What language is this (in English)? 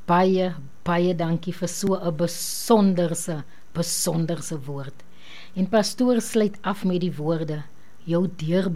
Afrikaans